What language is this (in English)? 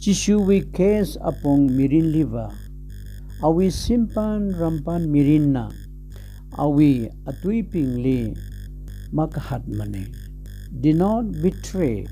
Tangkhul Naga (India)